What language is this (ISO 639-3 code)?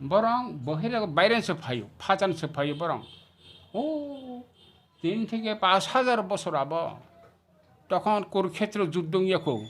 trp